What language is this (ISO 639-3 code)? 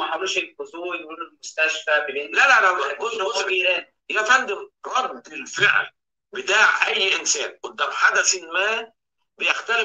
arz